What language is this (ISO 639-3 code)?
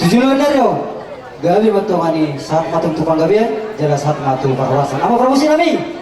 bbc